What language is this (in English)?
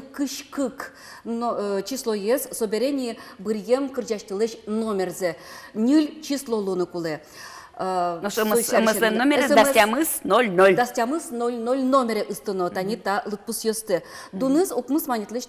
Udmurt